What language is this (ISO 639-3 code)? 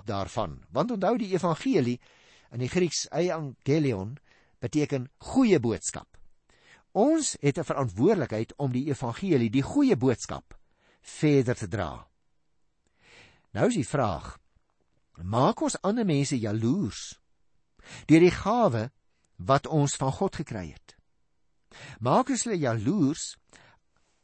afr